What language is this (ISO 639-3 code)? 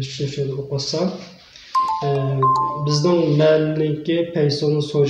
uig